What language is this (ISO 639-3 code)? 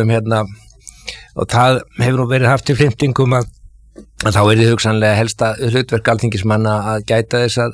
isl